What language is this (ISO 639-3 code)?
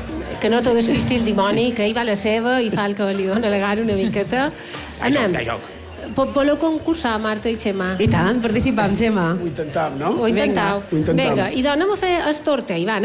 cat